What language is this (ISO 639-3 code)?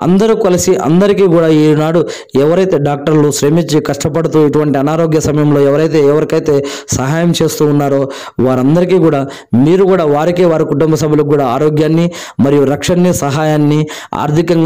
tel